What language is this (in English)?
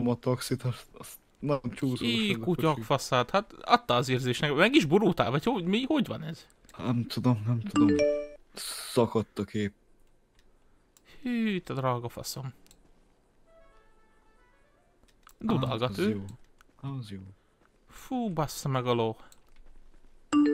Hungarian